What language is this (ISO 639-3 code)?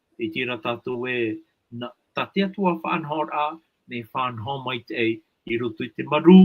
tah